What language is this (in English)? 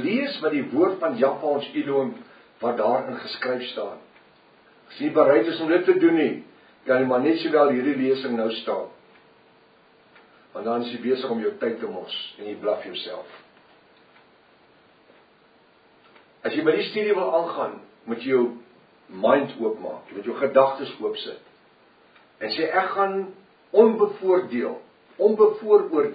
Afrikaans